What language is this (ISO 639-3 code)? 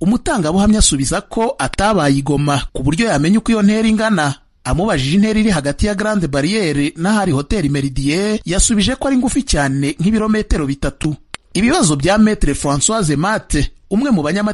kin